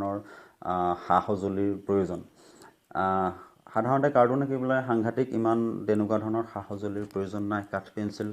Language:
Assamese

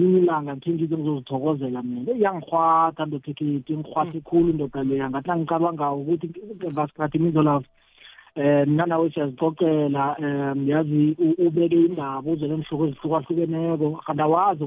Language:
South Ndebele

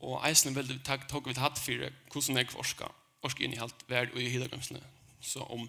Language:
Faroese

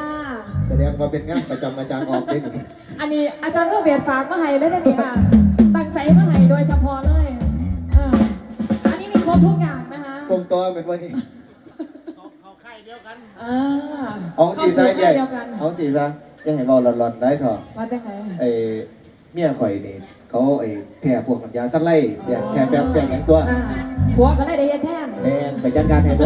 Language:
Lao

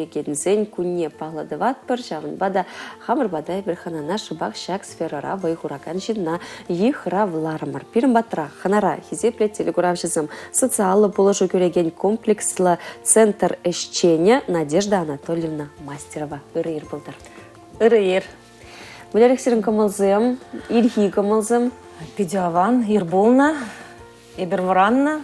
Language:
Chuvash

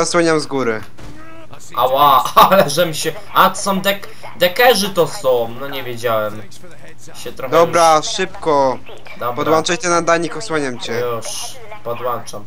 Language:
Polish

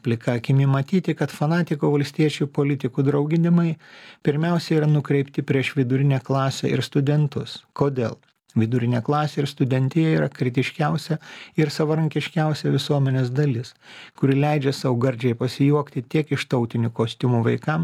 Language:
Lithuanian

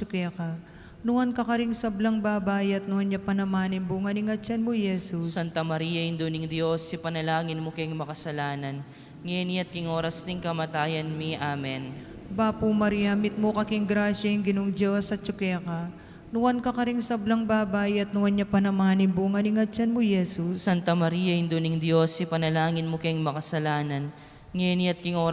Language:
Pampanga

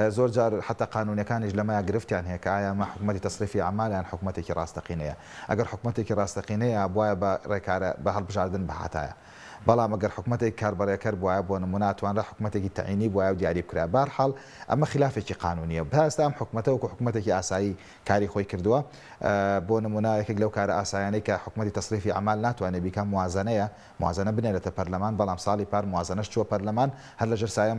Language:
Central Kurdish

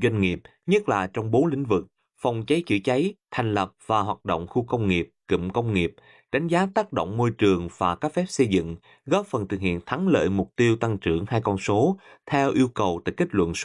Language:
Vietnamese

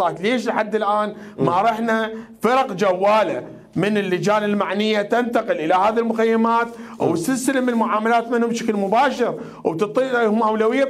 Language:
Mesopotamian Arabic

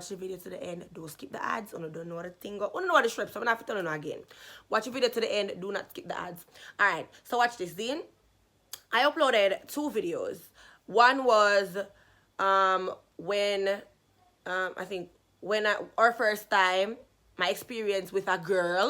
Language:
Jamaican Creole English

